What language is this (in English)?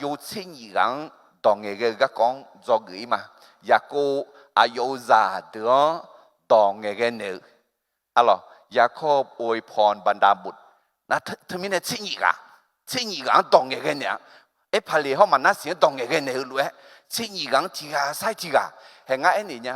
Akha